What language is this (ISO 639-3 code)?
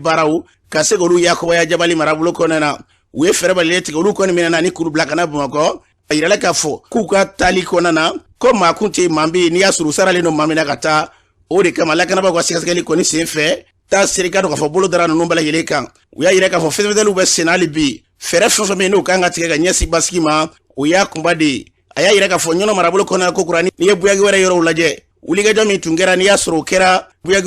bam